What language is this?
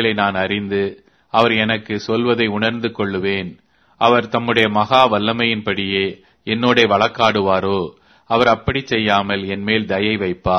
Tamil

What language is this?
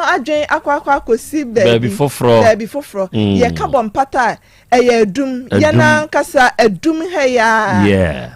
Akan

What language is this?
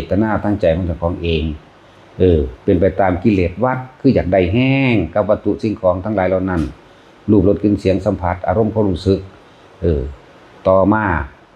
Northeastern Thai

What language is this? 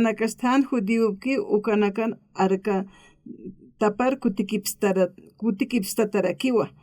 Aymara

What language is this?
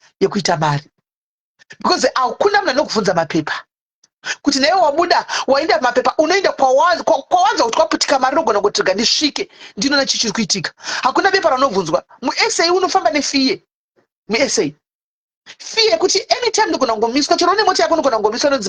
Shona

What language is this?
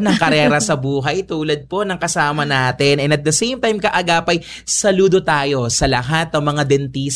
Filipino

